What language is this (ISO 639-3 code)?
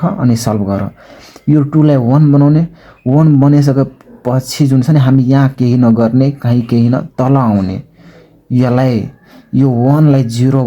nep